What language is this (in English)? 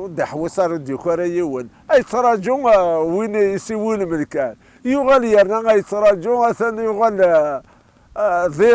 Kabyle